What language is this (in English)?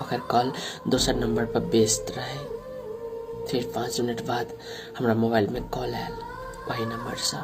Maithili